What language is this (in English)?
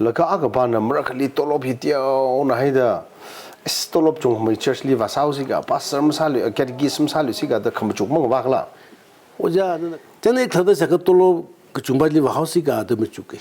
Tangkhul Naga (India)